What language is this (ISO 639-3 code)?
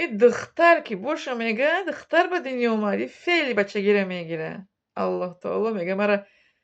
tgk